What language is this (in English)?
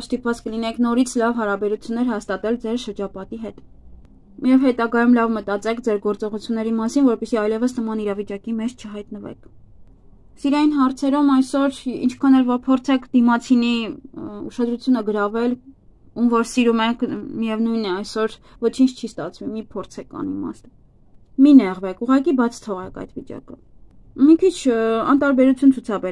Armenian